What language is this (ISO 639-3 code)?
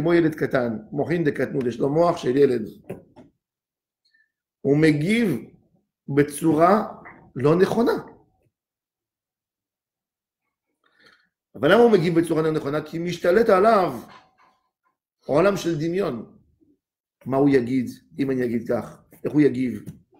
heb